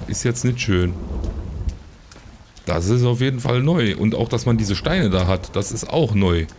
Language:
German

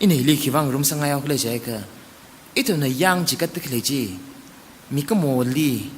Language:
Tangkhul Naga (India)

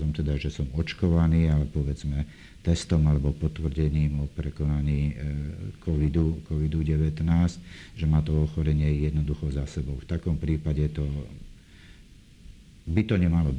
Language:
Slovak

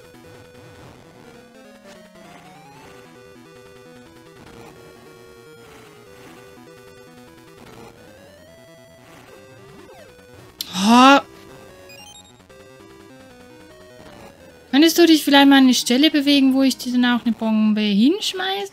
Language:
German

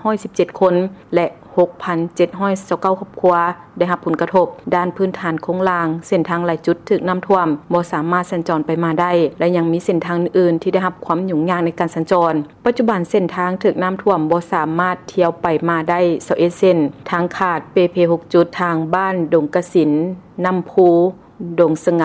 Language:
Lao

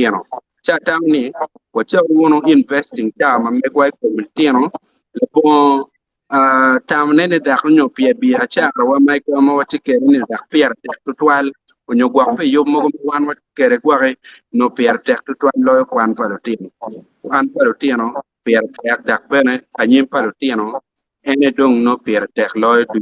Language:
Acoli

